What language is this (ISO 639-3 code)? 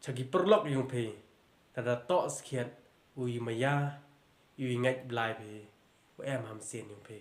pbv